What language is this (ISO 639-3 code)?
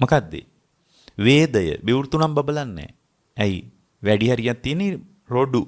sin